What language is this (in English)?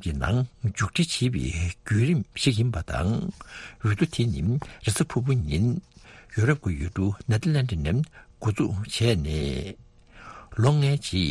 Tibetan